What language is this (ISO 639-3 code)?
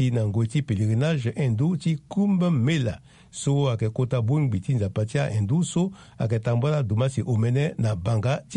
sag